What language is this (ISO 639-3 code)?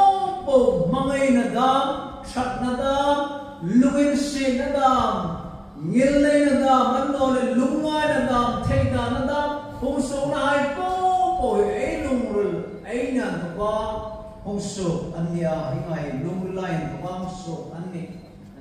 hmr